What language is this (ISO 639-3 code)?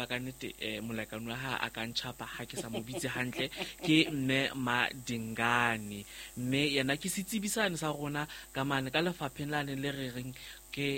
sot